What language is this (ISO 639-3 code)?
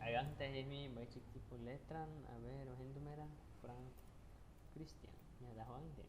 agr